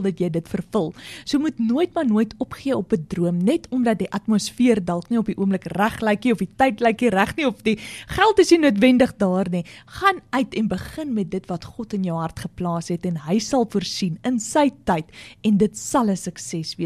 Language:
Afrikaans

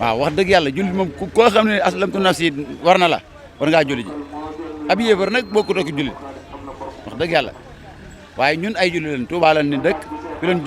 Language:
Wolof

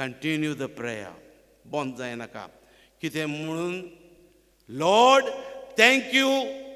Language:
Konkani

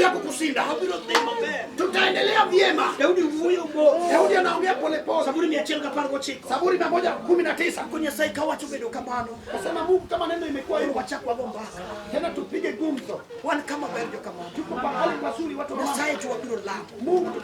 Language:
Luo (Kenya and Tanzania)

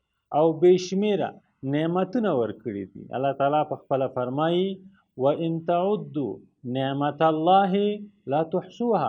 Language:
Pashto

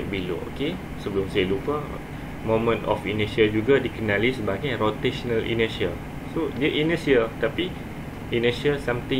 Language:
Malay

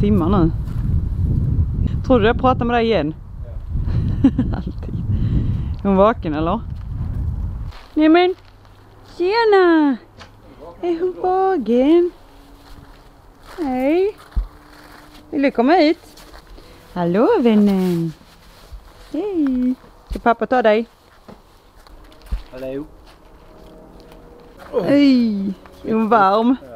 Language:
Swedish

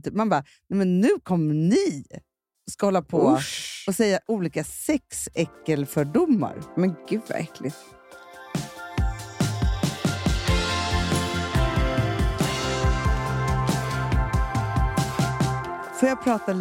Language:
Swedish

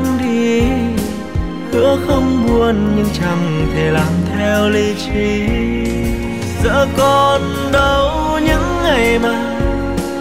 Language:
Vietnamese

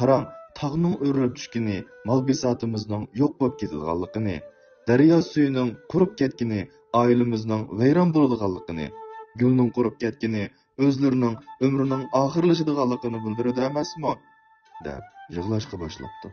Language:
Uyghur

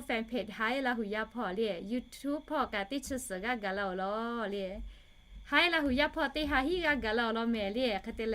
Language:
Lahu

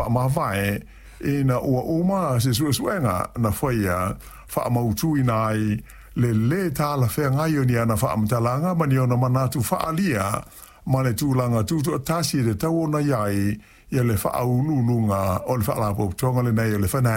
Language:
Samoan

